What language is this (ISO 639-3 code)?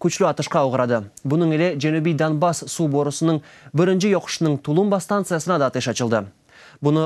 crh